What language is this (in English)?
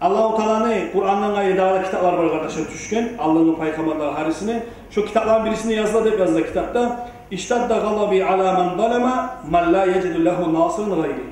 Kumyk